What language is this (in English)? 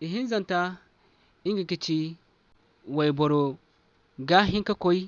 Zarma